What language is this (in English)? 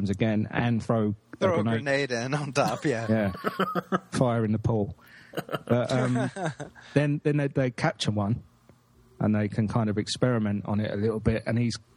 English